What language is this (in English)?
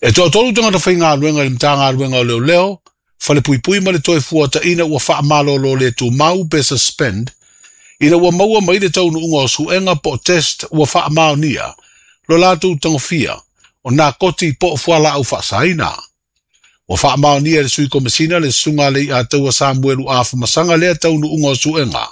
Samoan